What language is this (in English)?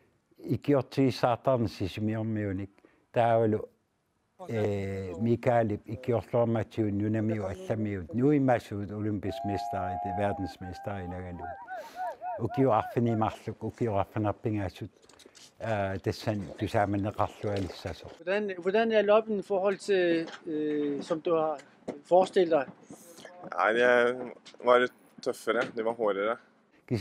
Kalaallisut